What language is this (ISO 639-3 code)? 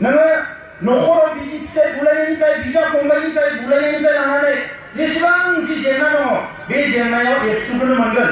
brx